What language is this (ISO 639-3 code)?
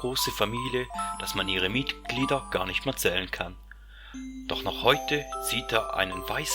gsw